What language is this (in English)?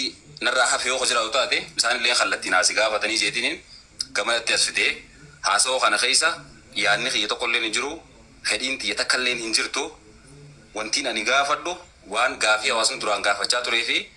Oromo